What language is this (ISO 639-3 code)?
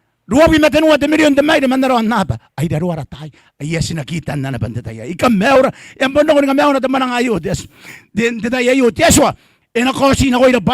gil